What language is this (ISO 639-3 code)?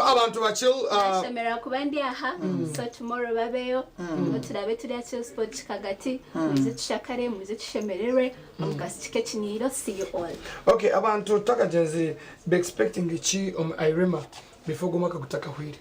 nyn